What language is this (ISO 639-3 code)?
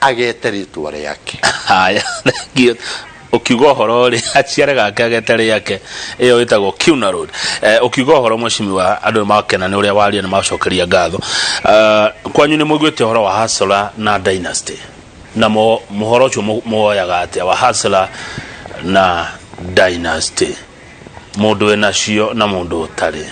kik